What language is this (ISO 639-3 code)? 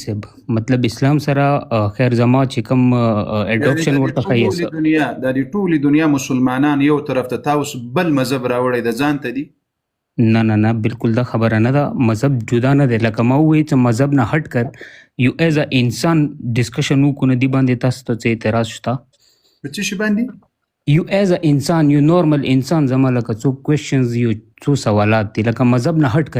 pus